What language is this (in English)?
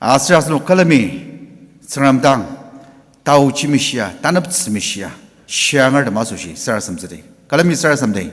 Ao Naga